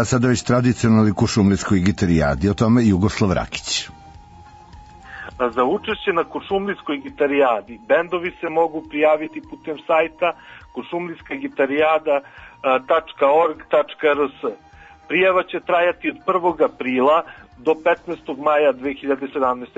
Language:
Serbian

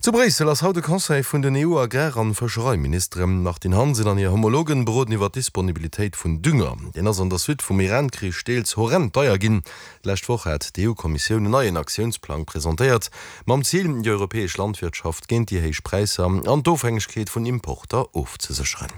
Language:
Luxembourgish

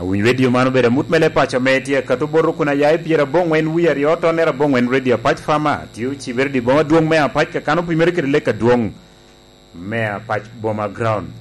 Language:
Lango (Uganda)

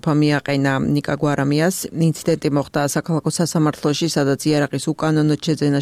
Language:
Georgian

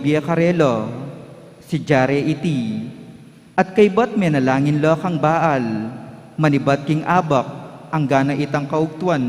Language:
Pampanga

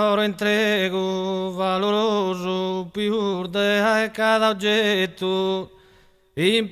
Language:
Sardinian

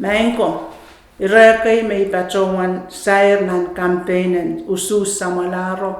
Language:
Pohnpeian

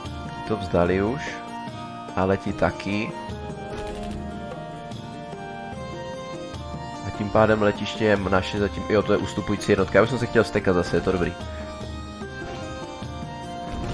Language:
Czech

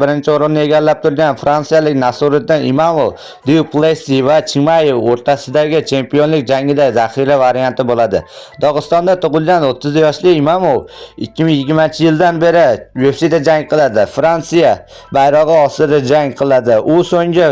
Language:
Uzbek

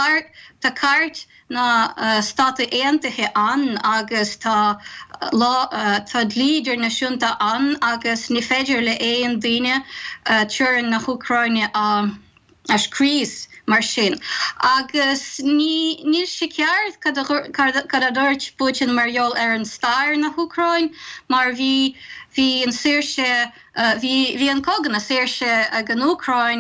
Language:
Irish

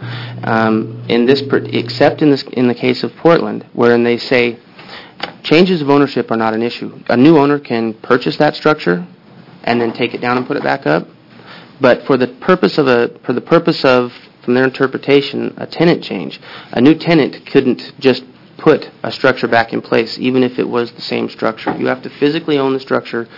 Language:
English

